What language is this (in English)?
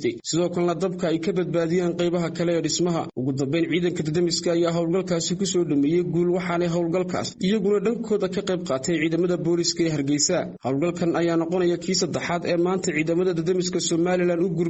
Somali